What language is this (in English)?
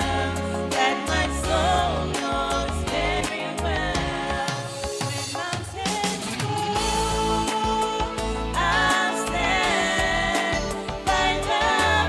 Gilbertese